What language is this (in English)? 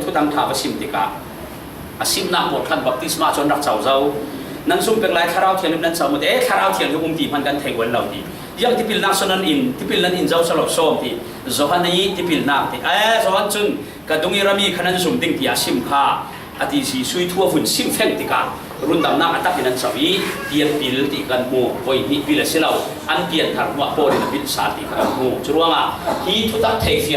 Falam Chin